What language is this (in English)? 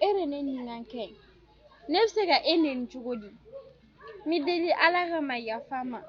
Bambara